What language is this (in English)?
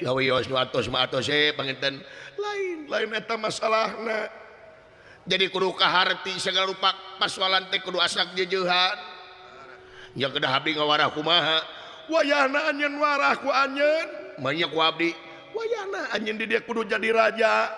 Sundanese